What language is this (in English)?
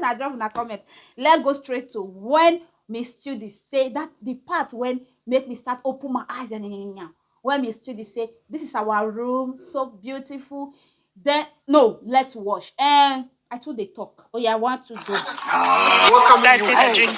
Nigerian Pidgin